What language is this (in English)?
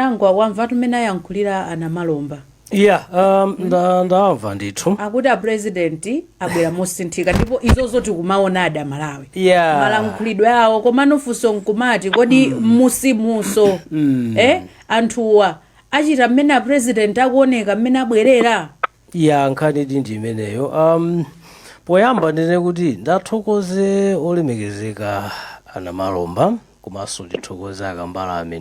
Nyanja